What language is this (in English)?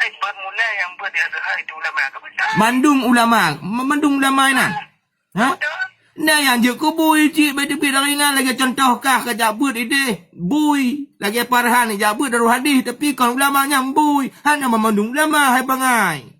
Achinese